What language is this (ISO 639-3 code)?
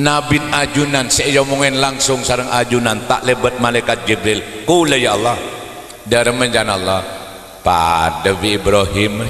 mad